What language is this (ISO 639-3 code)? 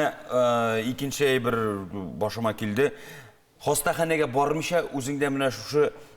tat